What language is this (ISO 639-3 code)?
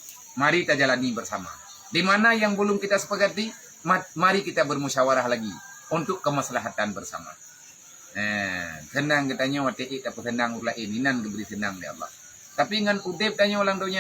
ace